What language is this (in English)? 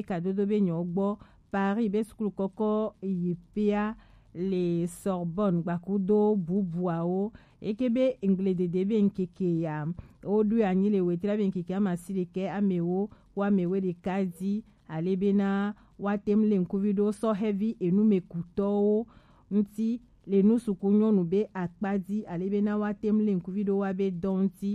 Gen